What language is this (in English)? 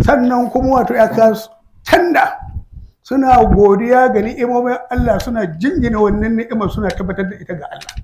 Hausa